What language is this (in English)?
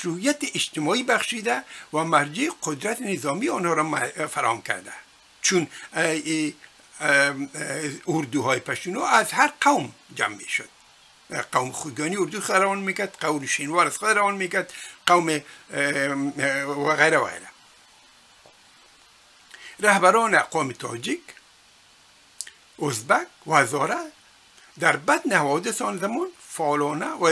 Persian